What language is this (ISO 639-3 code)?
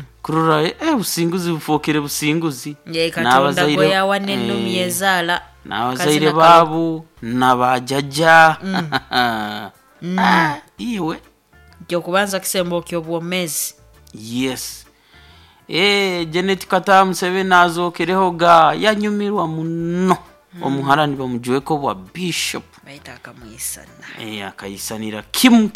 nyo